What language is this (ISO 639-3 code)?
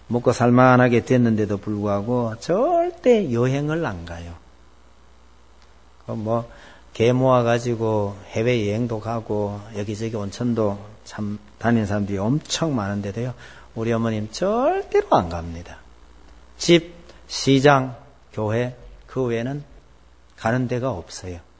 kor